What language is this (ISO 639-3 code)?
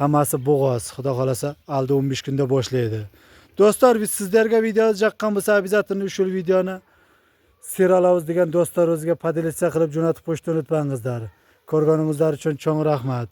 uzb